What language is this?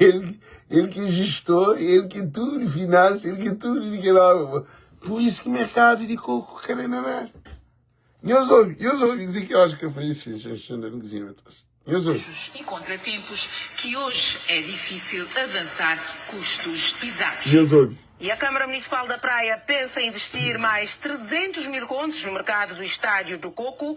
Kabuverdianu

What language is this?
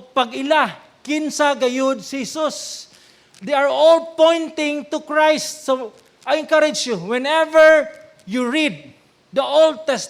Cebuano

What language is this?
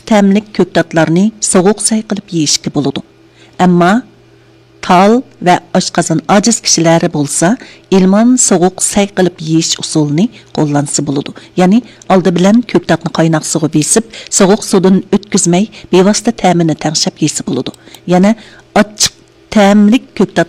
Uyghur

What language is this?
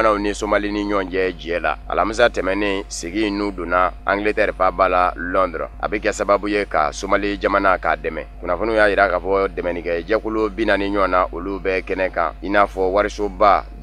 Bambara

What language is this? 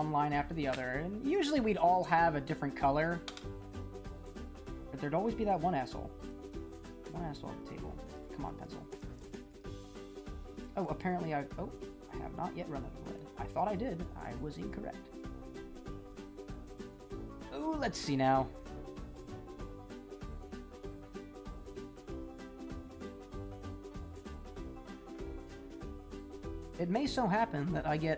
English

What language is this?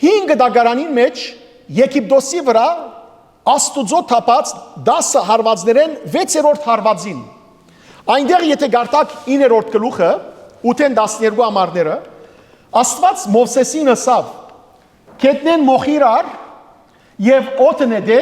Western Armenian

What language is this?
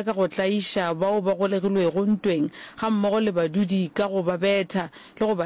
Northern Sotho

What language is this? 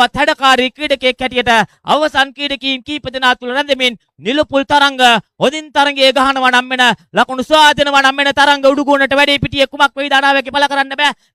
Sinhala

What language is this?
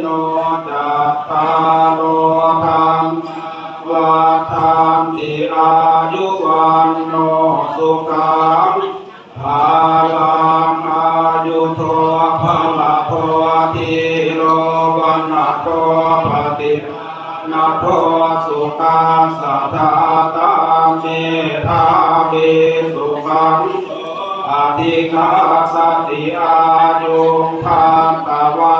Pali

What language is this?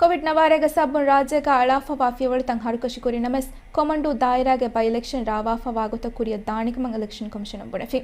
Divehi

